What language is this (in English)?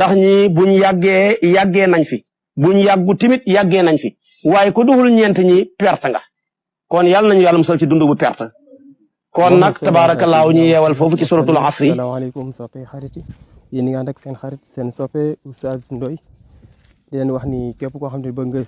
Wolof